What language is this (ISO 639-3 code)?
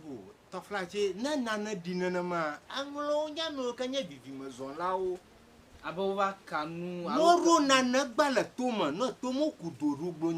ewe